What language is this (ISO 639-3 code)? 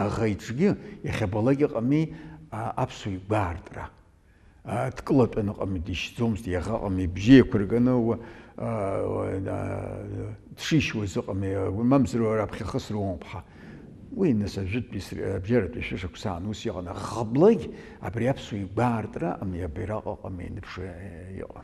abk